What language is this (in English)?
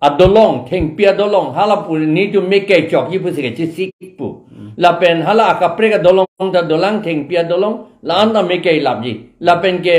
Karbi